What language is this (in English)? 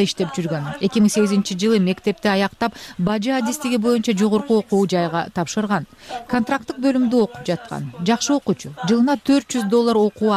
Kyrgyz